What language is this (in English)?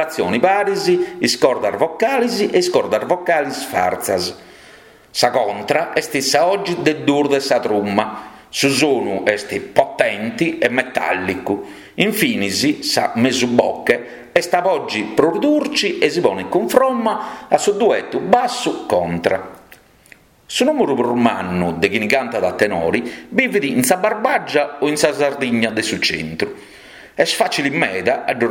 Sardinian